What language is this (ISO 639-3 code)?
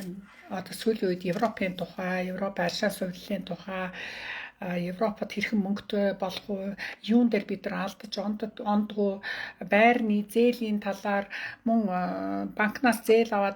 mon